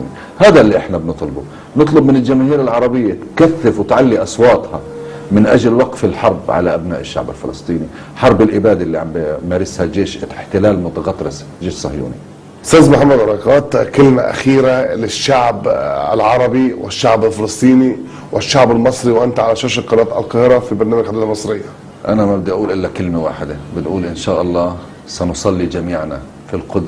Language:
Egyptian Arabic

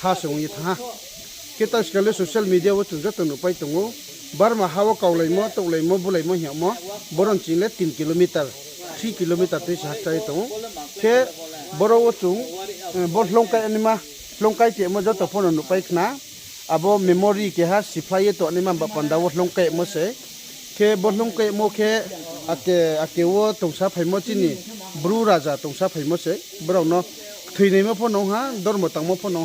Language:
Riang (India)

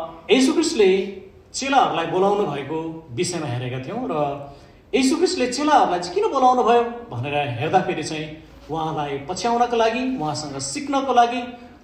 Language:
Nepali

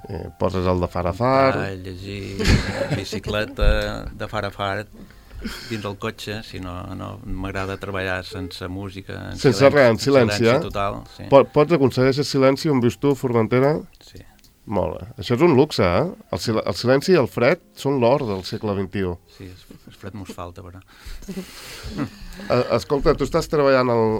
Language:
Catalan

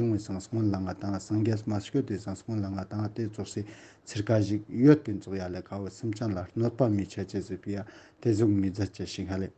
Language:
Ladakhi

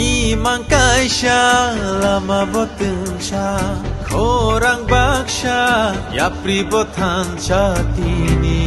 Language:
Kok Borok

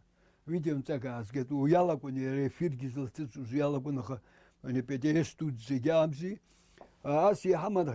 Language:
Abkhazian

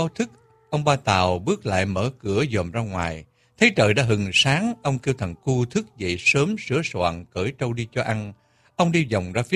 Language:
Vietnamese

